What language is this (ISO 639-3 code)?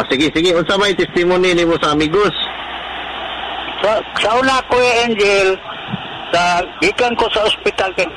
ceb